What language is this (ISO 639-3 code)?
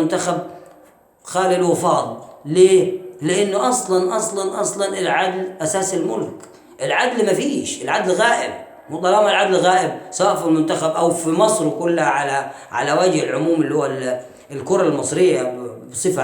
arz